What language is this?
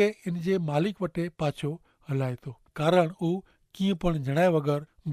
Kachhi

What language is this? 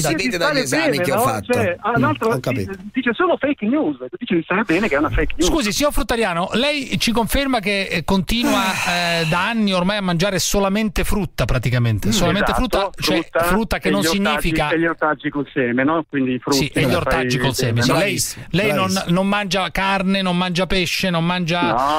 Italian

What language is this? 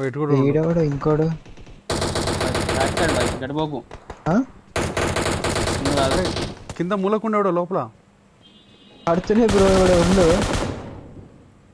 Telugu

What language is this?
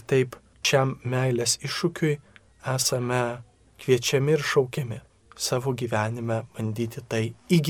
Lithuanian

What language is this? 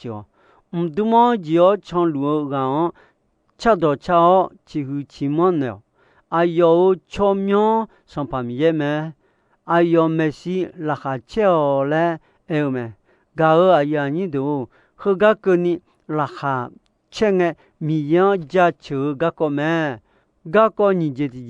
Akha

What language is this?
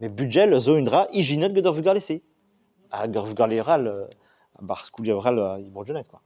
Breton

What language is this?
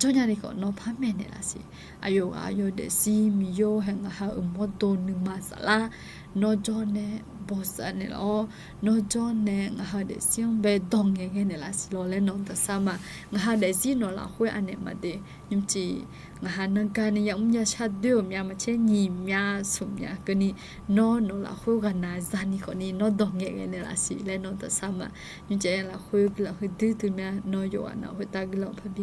Akha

